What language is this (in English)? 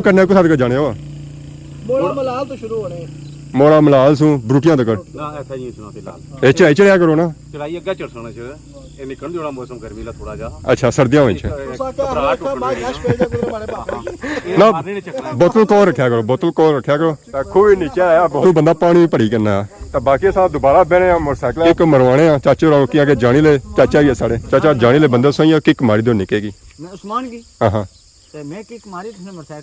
Pahari-Potwari